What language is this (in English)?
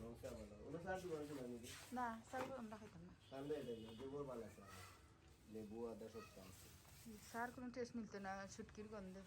Sylheti